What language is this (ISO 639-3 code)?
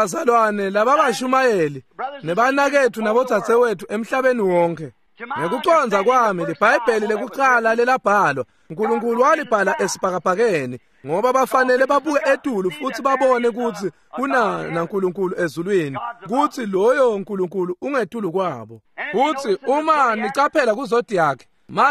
ssw